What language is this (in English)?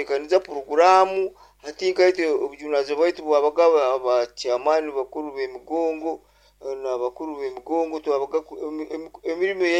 Nyoro